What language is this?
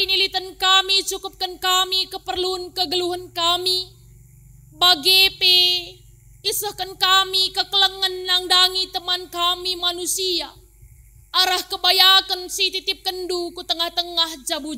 Batak Karo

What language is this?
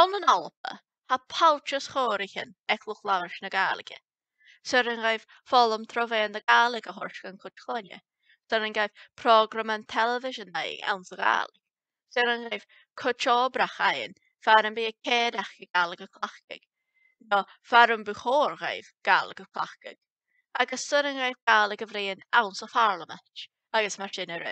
Scottish Gaelic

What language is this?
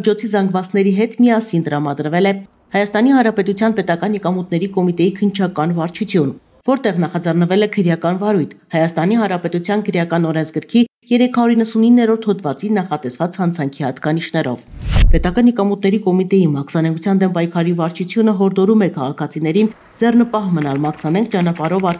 Armenian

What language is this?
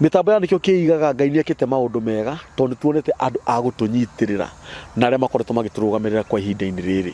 Kikuyu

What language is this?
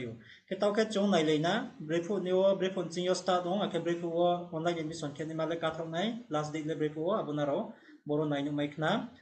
Riang (India)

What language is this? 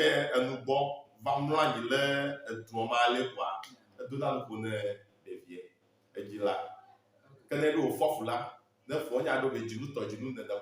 Ewe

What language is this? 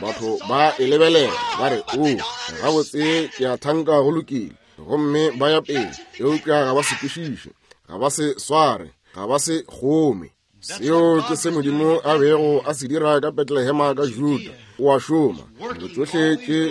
Northern Sotho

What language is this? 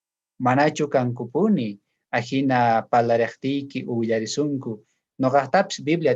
South Bolivian Quechua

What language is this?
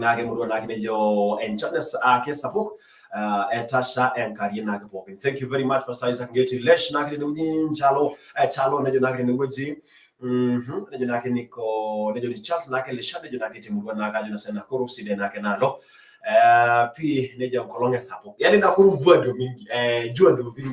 Masai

